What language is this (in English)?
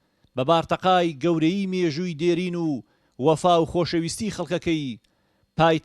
Central Kurdish